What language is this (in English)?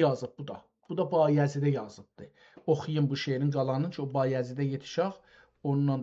South Azerbaijani